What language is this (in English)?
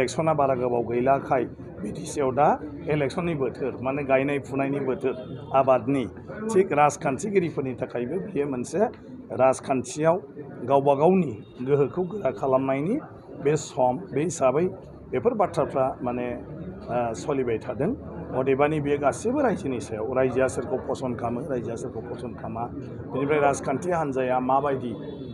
Bodo